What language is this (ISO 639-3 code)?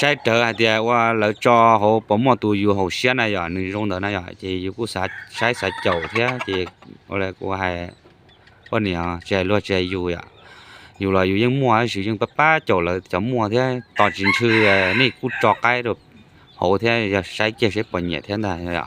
hmn